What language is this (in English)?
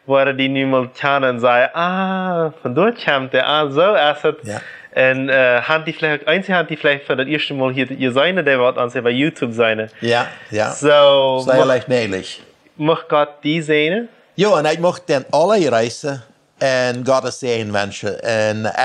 Plautdietsch